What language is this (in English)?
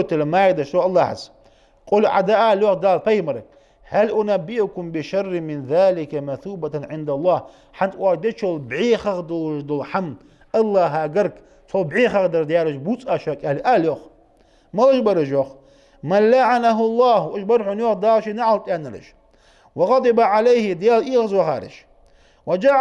Ingush